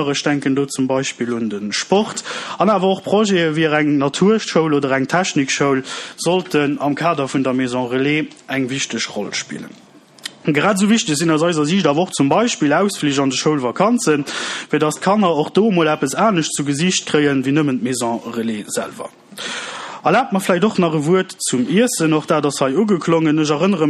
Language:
Luxembourgish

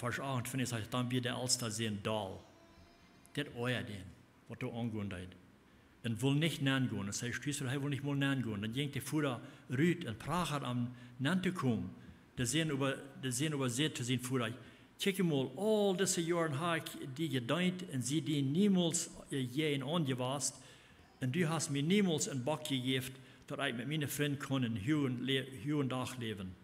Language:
Plautdietsch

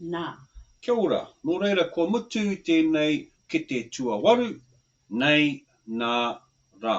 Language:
Māori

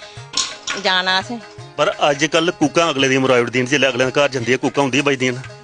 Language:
Dogri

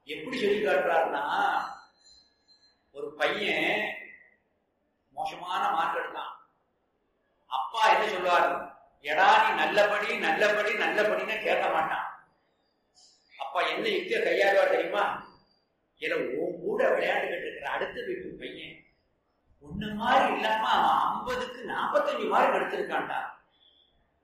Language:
Tamil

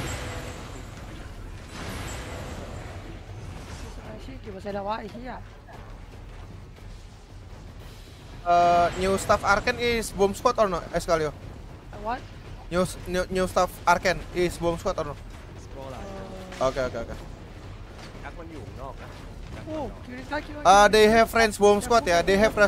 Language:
Thai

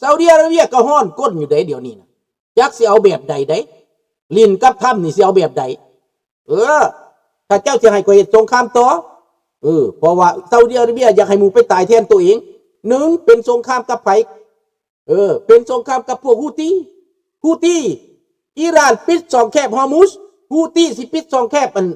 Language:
Lao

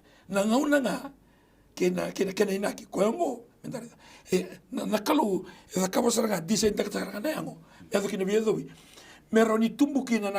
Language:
Fijian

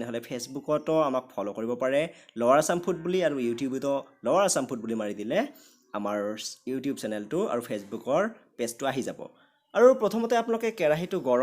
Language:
Assamese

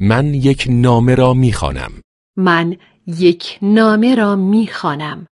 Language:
Persian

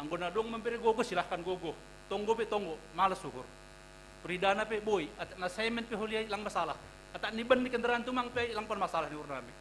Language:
Batak Simalungun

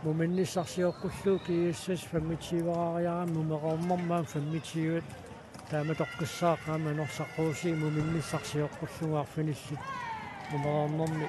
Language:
Kalaallisut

